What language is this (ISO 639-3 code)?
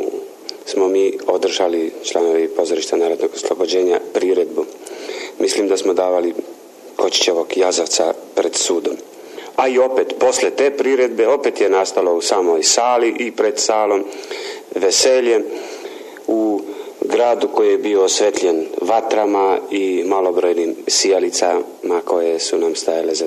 srp